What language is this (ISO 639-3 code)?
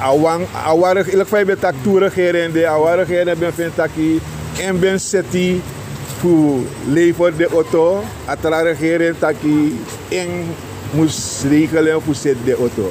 srn